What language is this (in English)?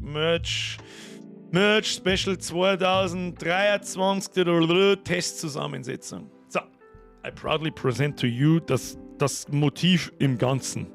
Bavarian